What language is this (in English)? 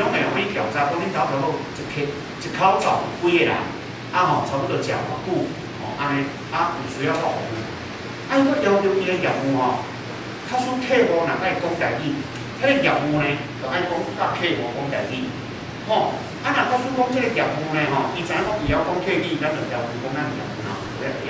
Min Nan Chinese